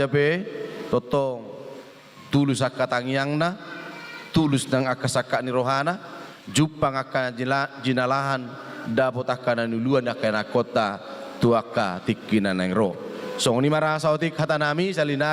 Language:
Batak Toba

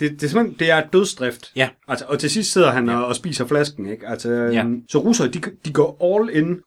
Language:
Danish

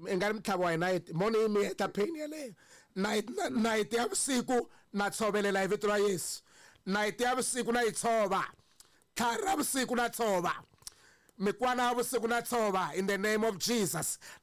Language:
Tsonga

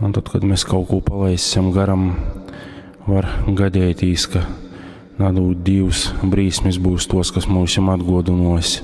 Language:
Latgalian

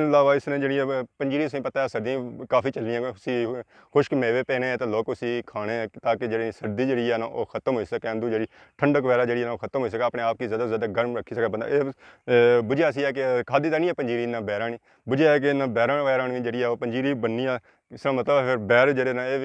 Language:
Pahari-Potwari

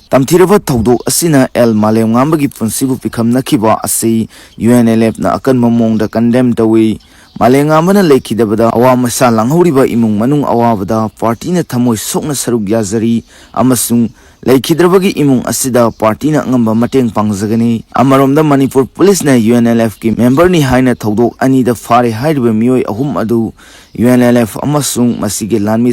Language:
Manipuri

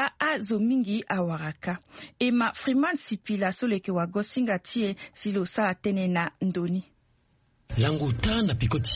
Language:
Sango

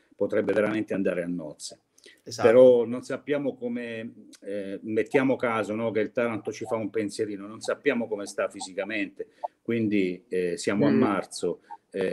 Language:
Italian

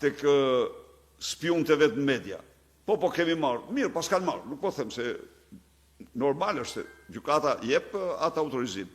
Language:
Albanian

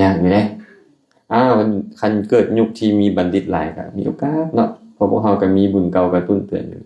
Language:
Lao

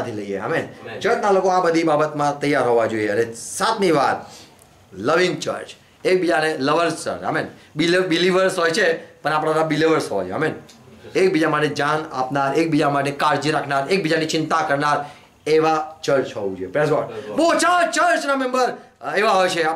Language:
Gujarati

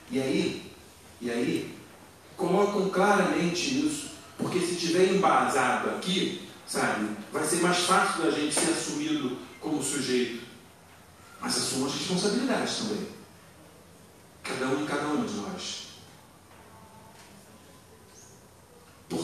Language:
Portuguese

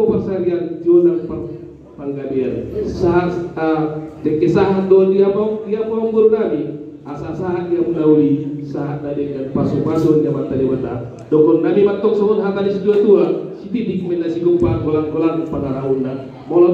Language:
Batak Toba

